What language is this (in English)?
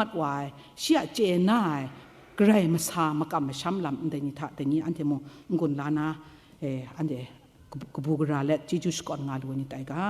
Kachin